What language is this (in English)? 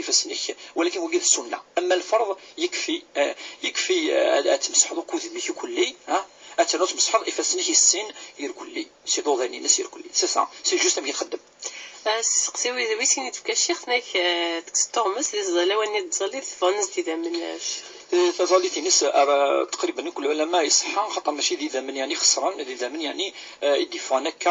Kabyle